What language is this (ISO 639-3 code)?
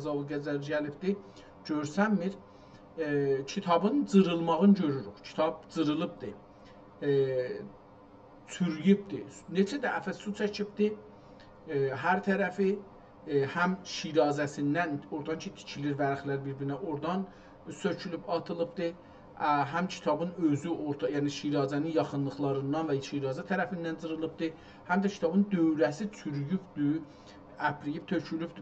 azb